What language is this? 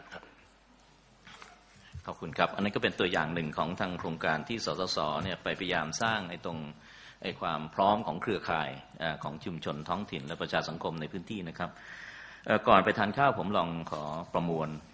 Thai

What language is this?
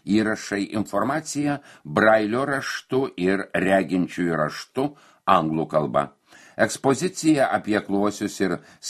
Lithuanian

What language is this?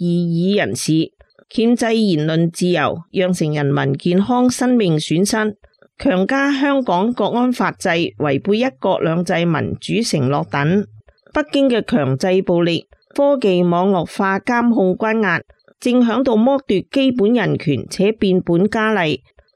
Cantonese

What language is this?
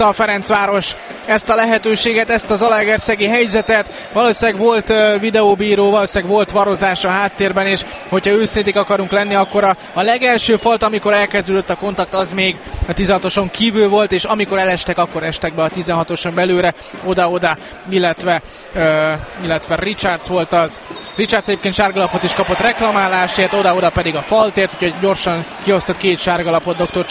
Hungarian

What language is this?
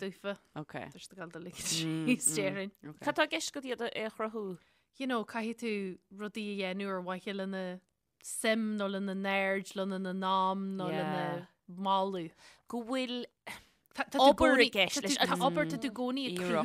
Irish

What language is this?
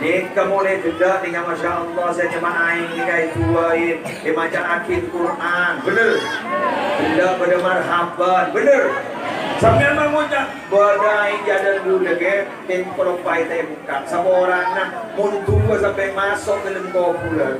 Madurese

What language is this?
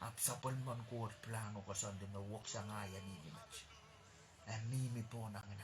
Pohnpeian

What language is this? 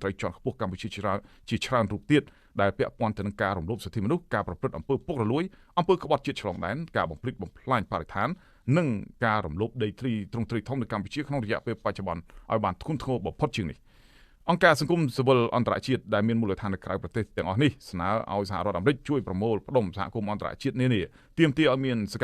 Khmer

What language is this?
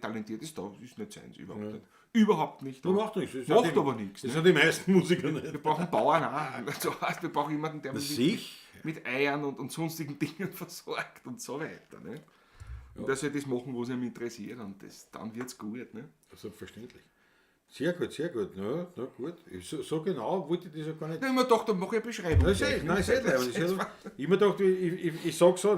Bavarian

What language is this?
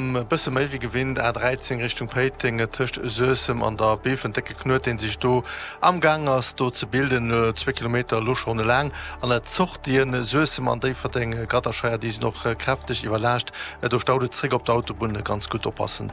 Luxembourgish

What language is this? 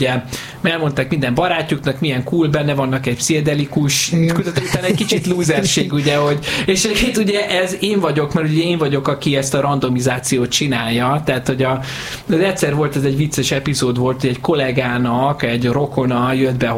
Hungarian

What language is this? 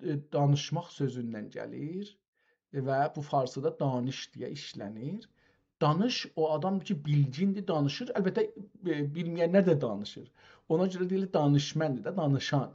South Azerbaijani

